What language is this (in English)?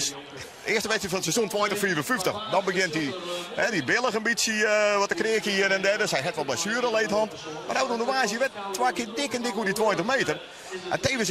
Western Frisian